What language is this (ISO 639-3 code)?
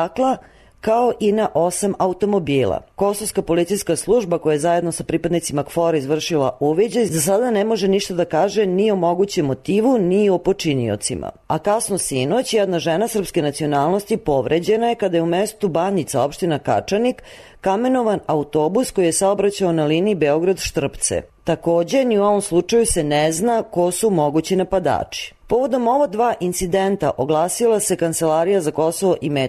srp